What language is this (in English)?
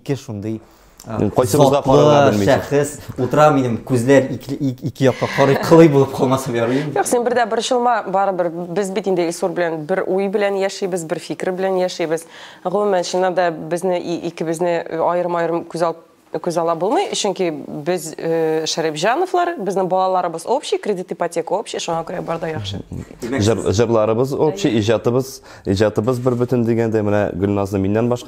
Tatar